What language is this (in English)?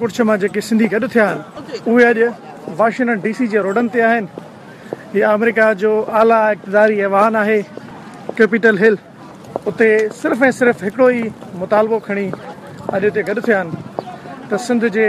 Sindhi